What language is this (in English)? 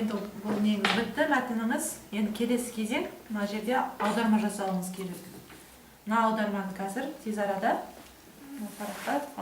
Kazakh